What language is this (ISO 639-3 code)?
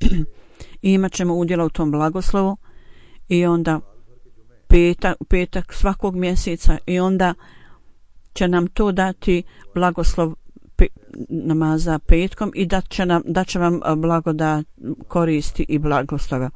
bos